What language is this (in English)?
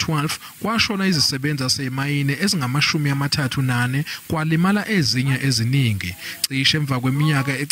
Zulu